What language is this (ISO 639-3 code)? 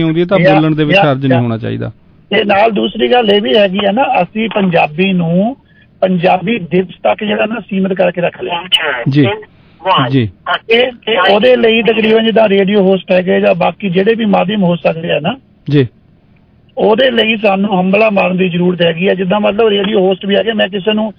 pan